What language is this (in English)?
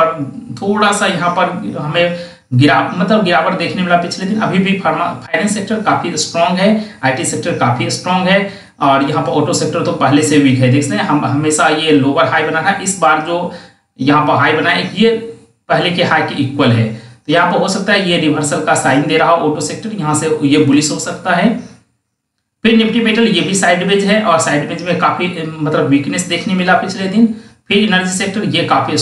Hindi